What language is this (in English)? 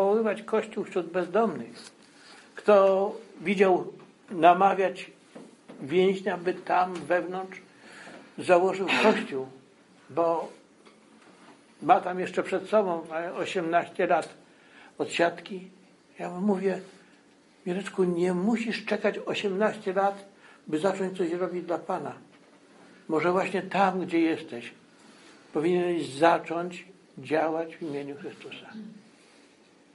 Polish